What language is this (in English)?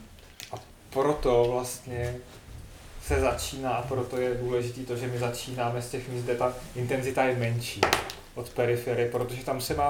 Czech